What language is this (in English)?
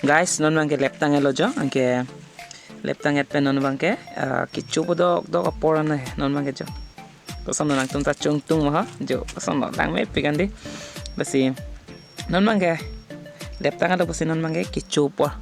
Karbi